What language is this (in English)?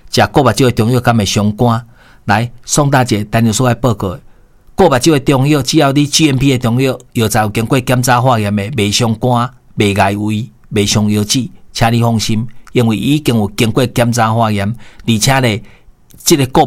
Min Nan Chinese